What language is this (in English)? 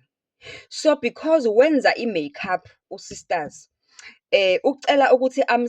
Zulu